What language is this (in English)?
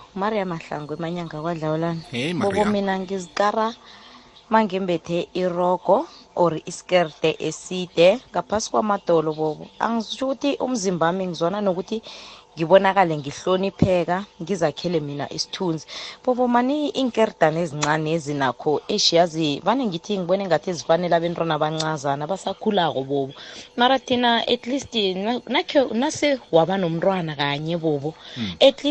South Ndebele